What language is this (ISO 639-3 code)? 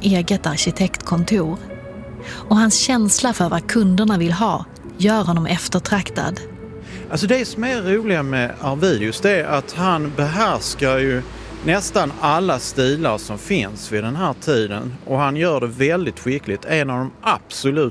swe